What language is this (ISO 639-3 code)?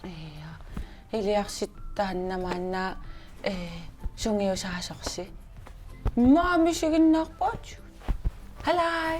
kal